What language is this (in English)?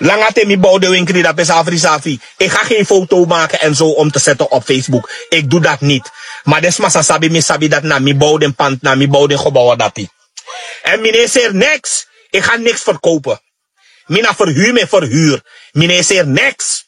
Sranan Tongo